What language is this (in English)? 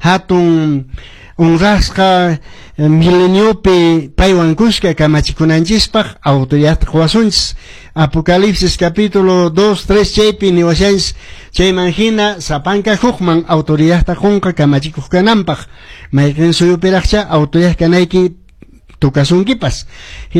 Quechua